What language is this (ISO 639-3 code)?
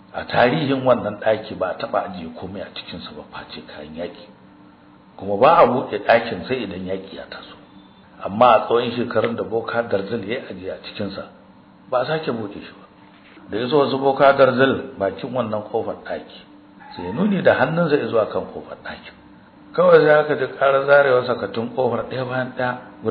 hau